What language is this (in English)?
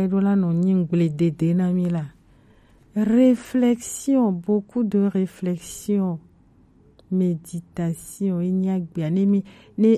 Gen